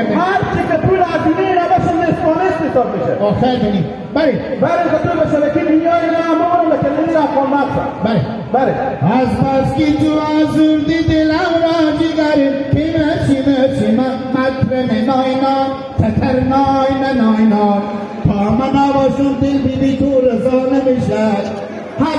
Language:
Hazaragi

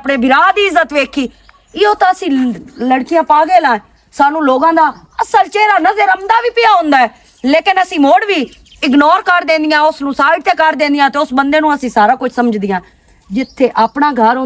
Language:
Western Panjabi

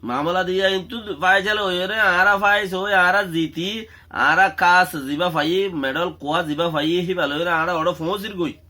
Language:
Rohingya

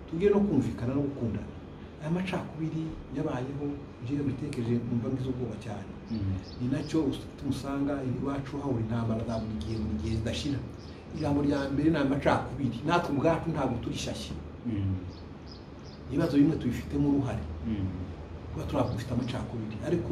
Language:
Kinyarwanda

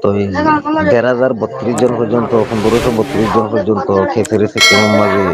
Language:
Rohingya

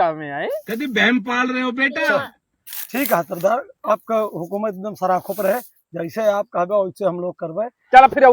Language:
Awadhi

